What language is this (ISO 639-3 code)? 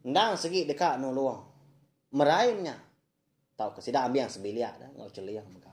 iba